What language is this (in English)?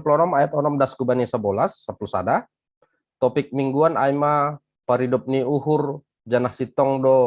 Batak Simalungun